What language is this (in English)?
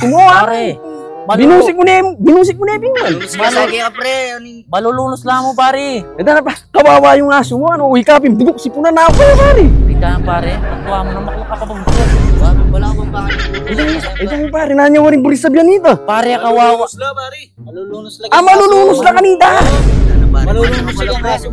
Pampanga